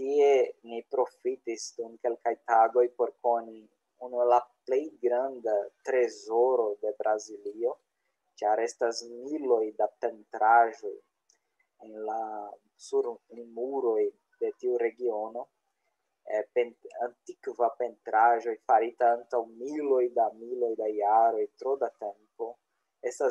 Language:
Esperanto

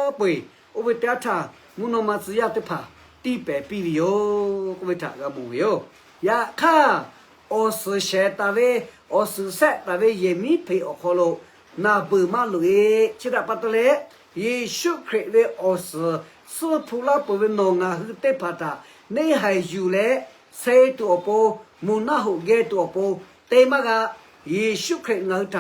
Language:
Lahu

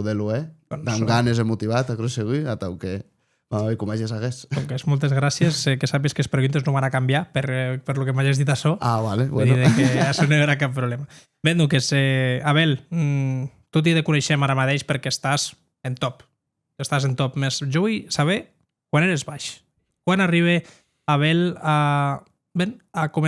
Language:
Occitan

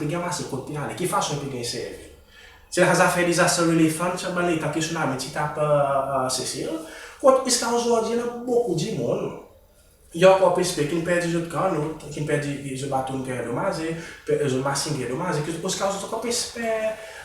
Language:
Seselwa Creole French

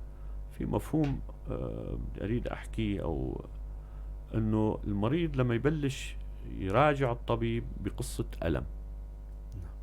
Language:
North Levantine Arabic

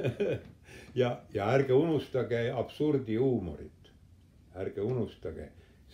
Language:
Estonian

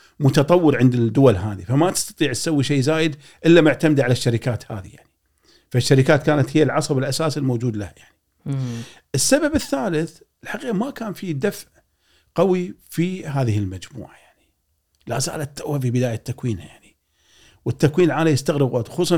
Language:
Gulf Arabic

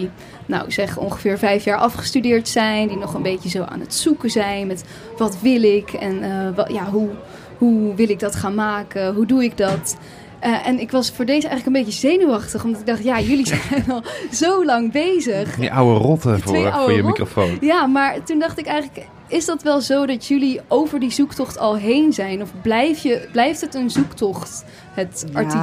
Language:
Dutch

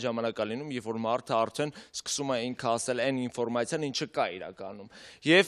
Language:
Armenian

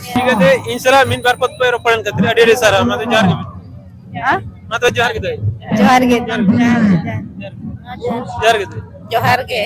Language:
Santali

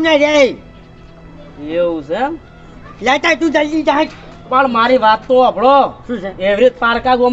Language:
Gujarati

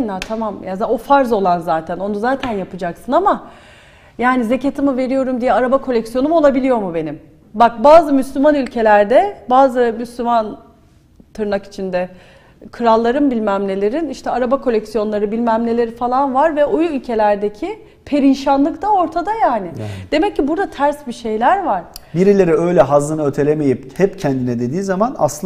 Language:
Turkish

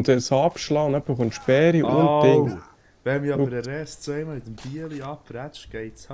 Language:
Swiss German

